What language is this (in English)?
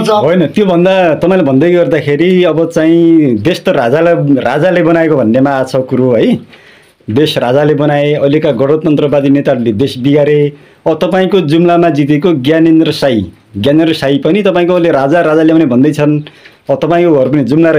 Nepali